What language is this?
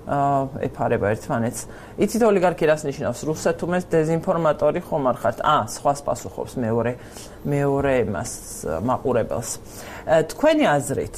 Georgian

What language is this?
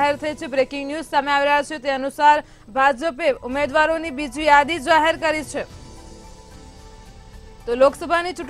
Gujarati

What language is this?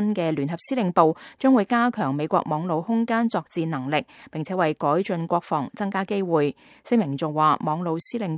Cantonese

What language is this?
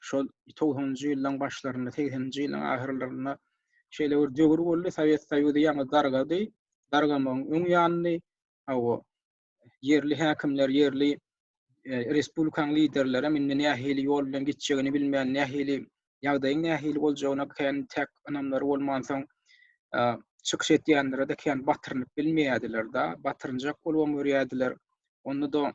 Turkmen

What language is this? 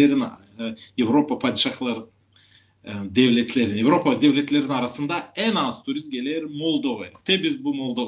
Gagauz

